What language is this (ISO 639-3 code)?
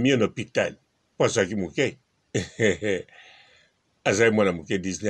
lin